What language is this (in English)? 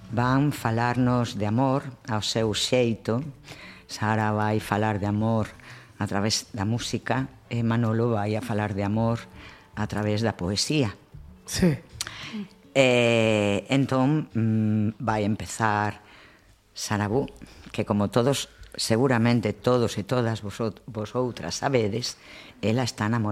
Galician